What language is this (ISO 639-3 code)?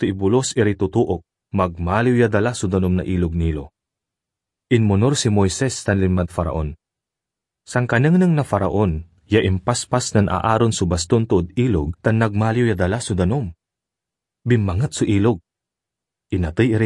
pag